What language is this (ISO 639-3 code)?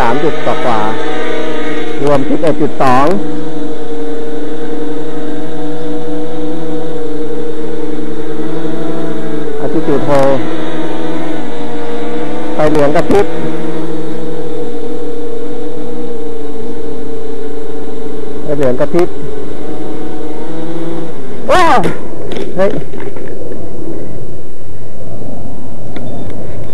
tha